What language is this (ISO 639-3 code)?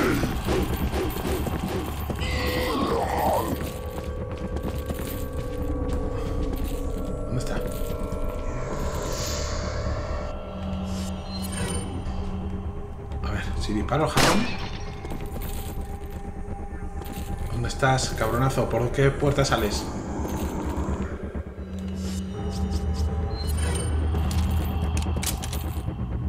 spa